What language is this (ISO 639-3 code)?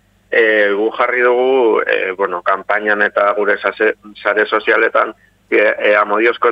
eus